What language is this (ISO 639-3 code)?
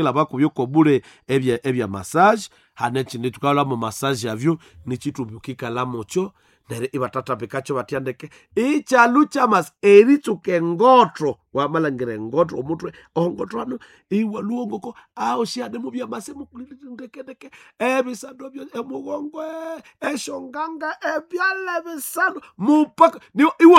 nnb